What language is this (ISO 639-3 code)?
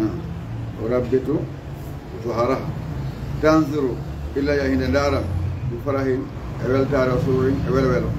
ful